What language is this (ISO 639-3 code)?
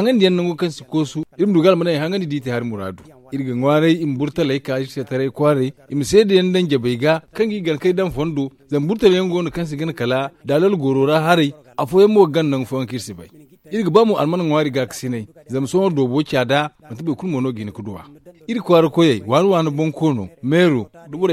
dje